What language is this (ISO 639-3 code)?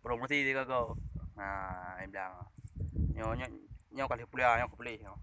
ace